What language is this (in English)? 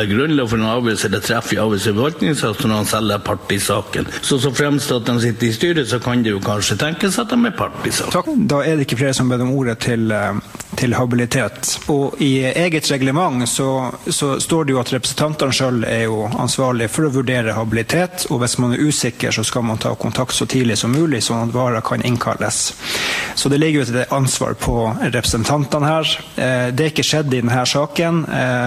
Norwegian